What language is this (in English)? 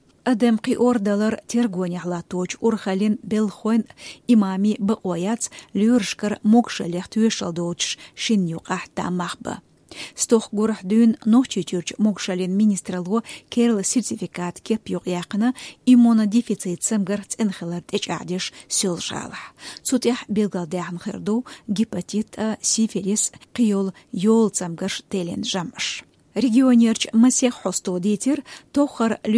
Chechen